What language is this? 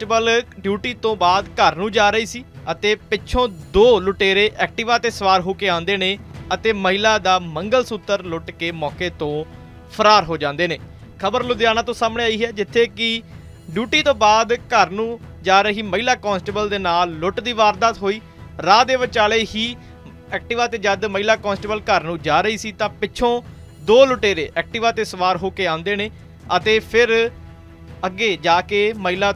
Punjabi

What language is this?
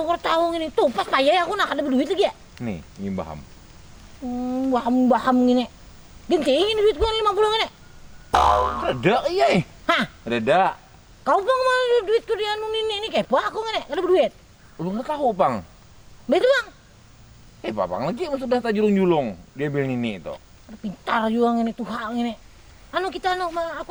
Banjar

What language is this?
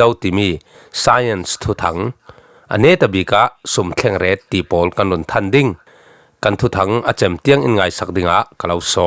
Falam Chin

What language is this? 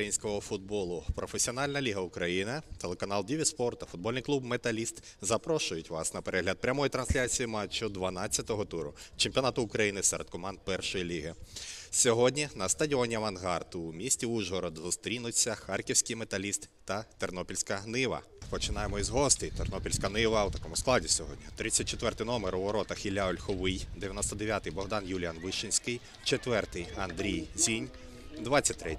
Ukrainian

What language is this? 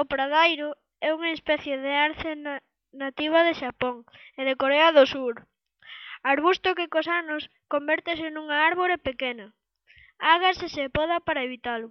Galician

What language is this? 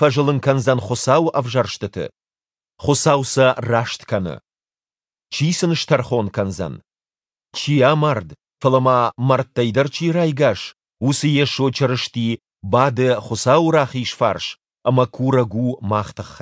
Ossetic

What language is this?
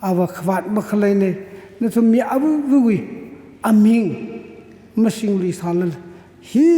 Tangkhul Naga (India)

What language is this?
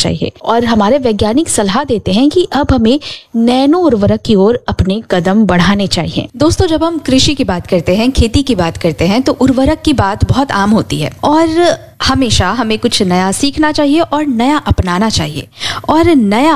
Hindi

